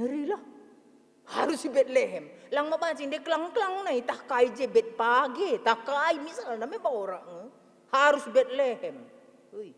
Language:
Batak Karo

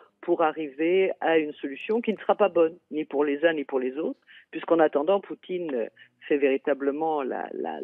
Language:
French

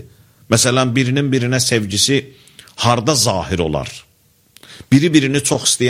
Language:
Azerbaijani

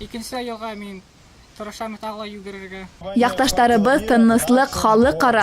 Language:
Bashkir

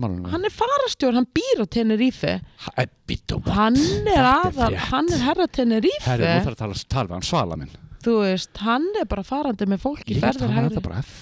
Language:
Icelandic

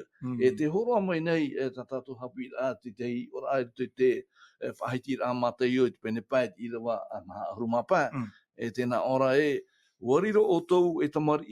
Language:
Tahitian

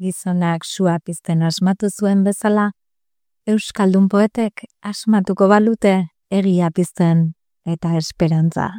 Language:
Basque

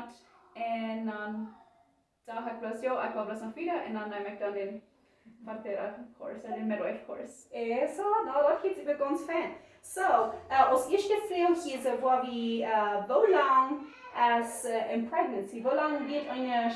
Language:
Plautdietsch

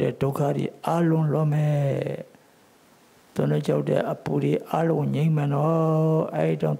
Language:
Burmese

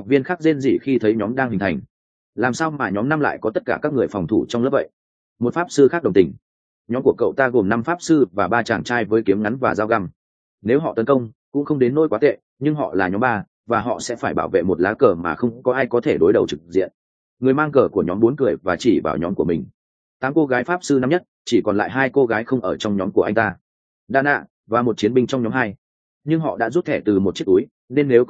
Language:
Vietnamese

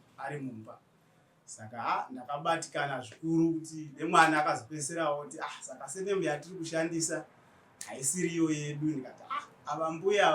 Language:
Shona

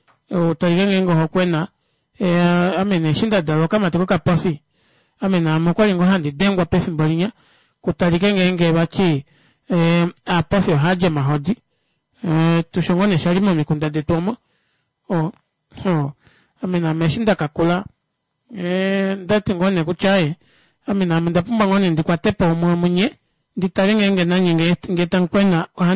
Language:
Kuanyama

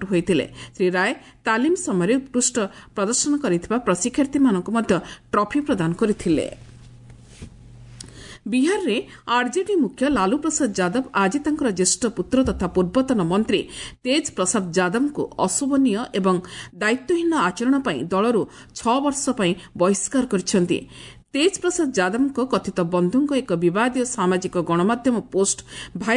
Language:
Odia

